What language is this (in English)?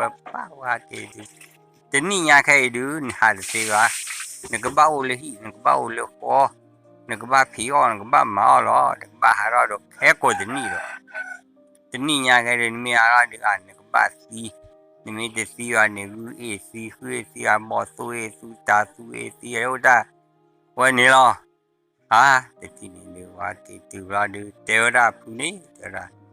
S'gaw Karen